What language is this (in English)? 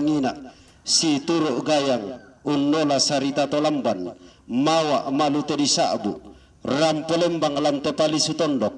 Toraja-Sa'dan